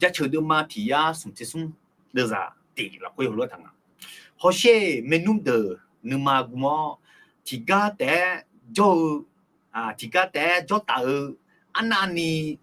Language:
Akha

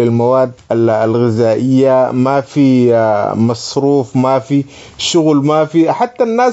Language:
Sudanese Arabic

